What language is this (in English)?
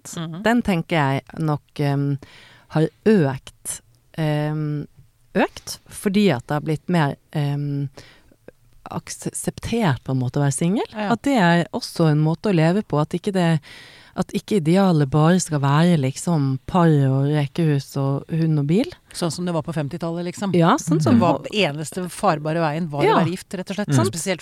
Norwegian